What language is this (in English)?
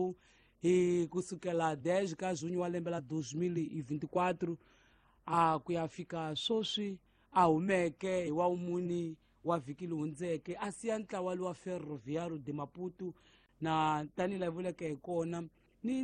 Tsonga